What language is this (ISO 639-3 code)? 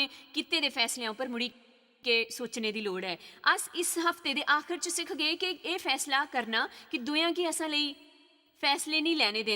doi